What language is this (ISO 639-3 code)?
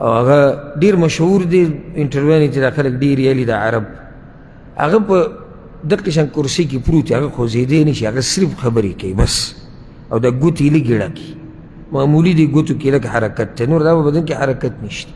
pus